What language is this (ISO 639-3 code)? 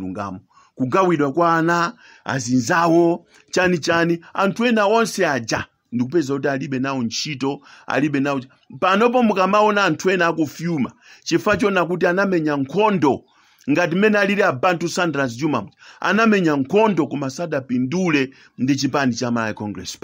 nya